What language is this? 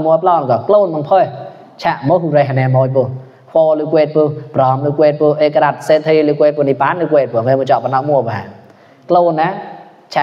Mon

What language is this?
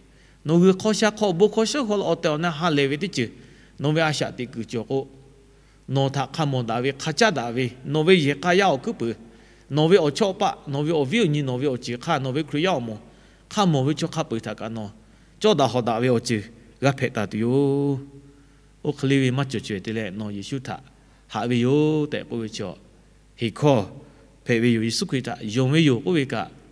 Lahu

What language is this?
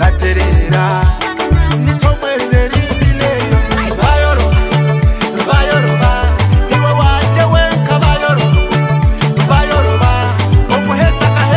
Nyoro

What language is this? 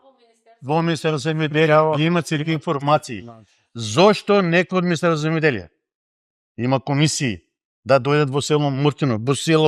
Macedonian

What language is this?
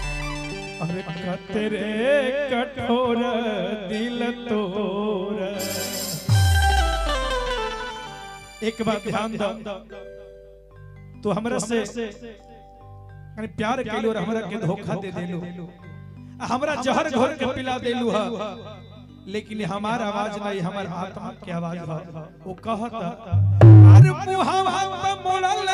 Bhojpuri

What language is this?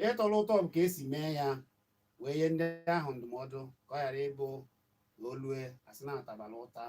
Igbo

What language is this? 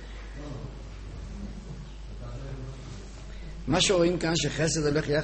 Hebrew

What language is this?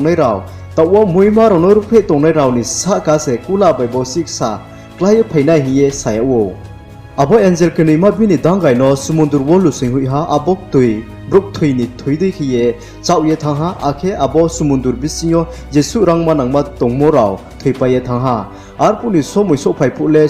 Riang (India)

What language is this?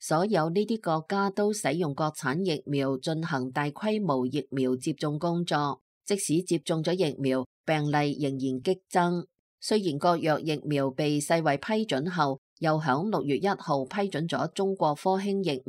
Cantonese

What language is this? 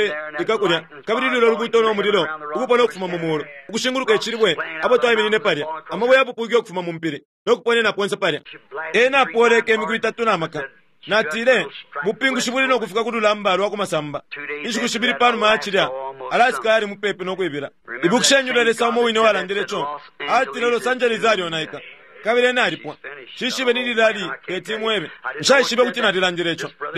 Bemba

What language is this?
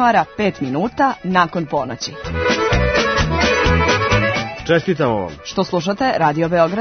Serbian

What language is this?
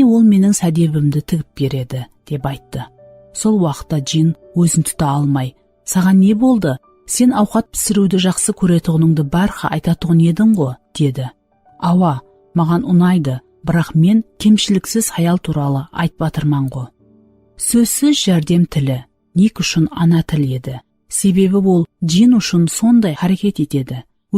Kara-Kalpak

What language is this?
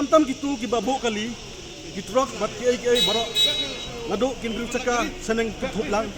Pnar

